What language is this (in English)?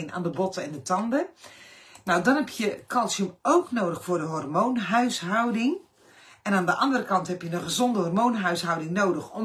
Dutch